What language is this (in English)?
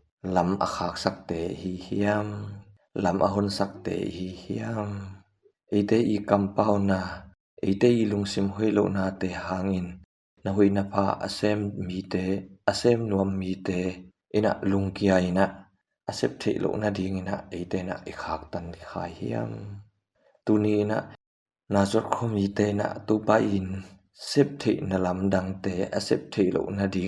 Tedim Chin